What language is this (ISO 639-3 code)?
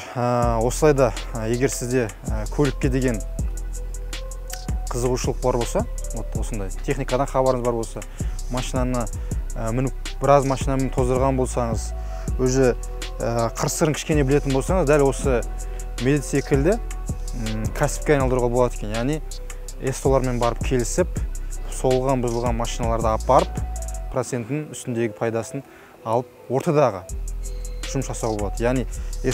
kaz